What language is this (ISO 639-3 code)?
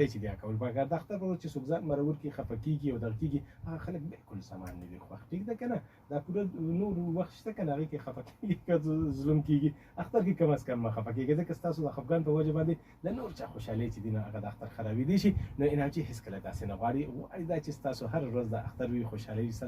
pus